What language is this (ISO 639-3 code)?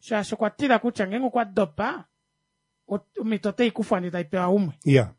kua